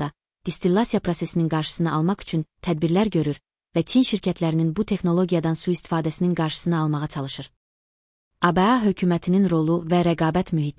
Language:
Azerbaijani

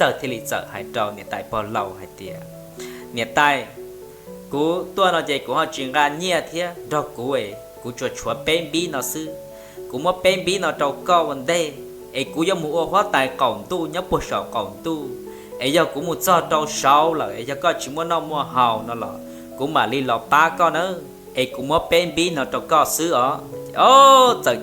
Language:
Hmong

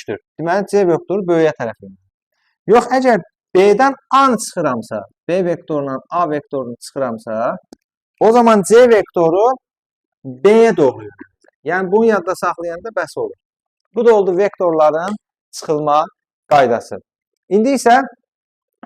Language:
Azerbaijani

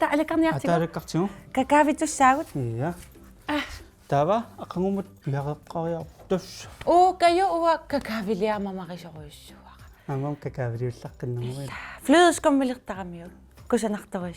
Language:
Kalaallisut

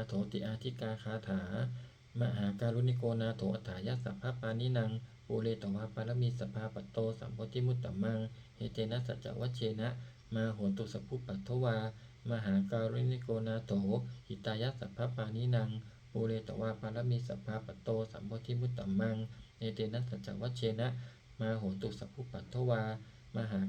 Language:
Pali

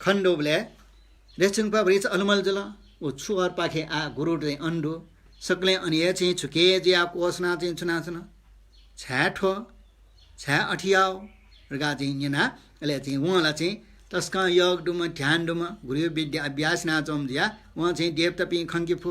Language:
Newari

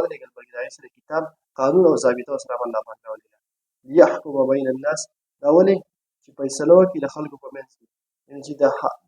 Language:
Pashto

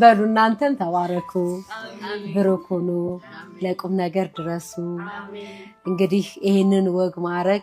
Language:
Amharic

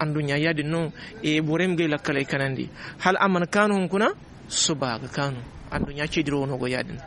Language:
Zarma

